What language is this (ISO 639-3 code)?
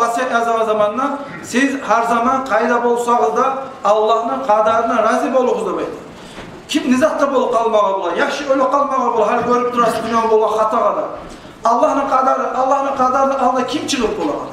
kum